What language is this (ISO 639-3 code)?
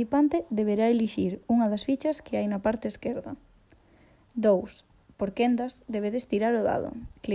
glg